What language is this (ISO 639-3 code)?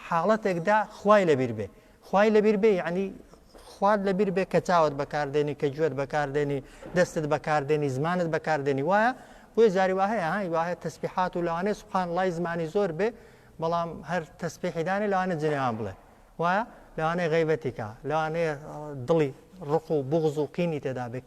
ckb